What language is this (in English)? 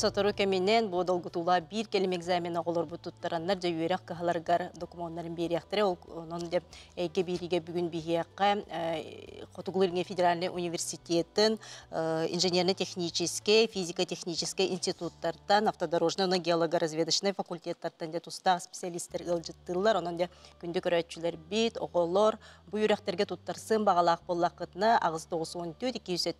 Yakut